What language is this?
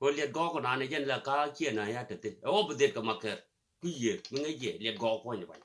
Nuer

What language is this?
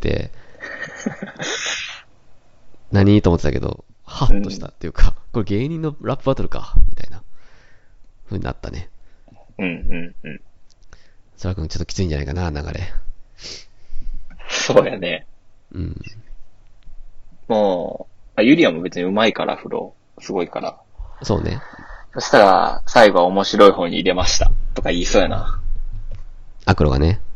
Japanese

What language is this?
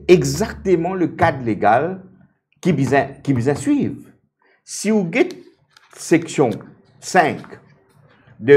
Morisyen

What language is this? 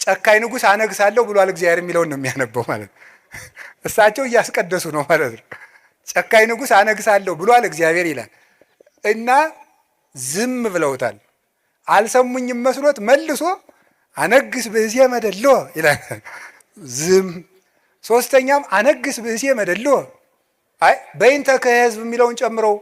Amharic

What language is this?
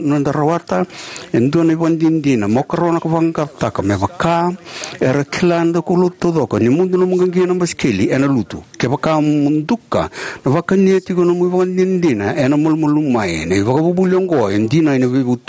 Fijian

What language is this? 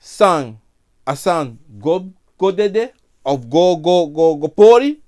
Sranan Tongo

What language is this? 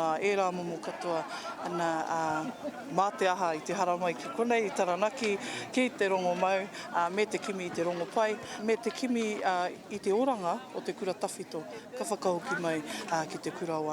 Māori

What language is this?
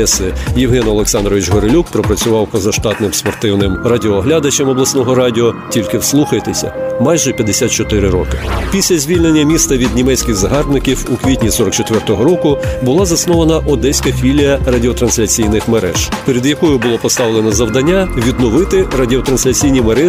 Ukrainian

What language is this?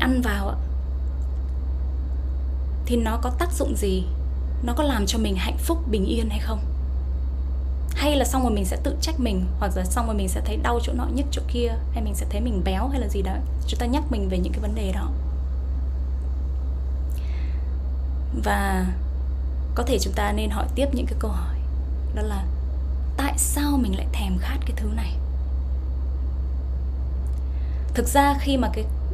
Vietnamese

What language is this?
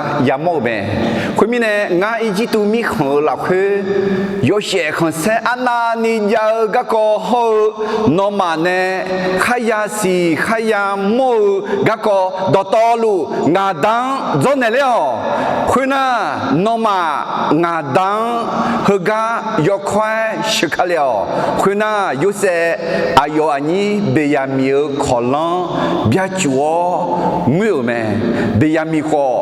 Akha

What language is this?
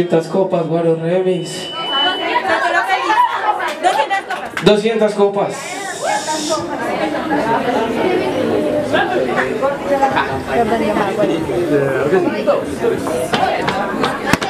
Spanish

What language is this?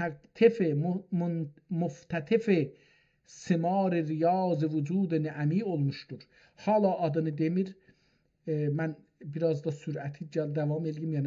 South Azerbaijani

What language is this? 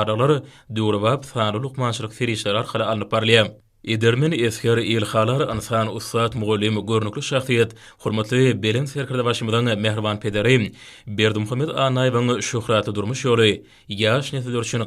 Turkmen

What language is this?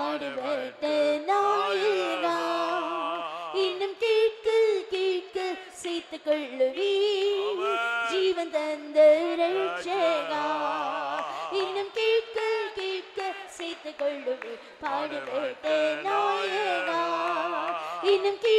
Tamil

